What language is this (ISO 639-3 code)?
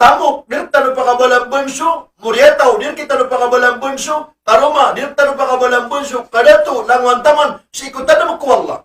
mrw